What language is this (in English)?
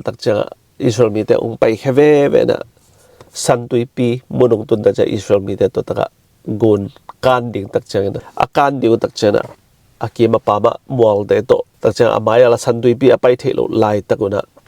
Tedim Chin